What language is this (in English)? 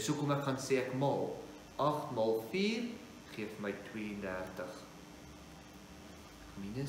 Afrikaans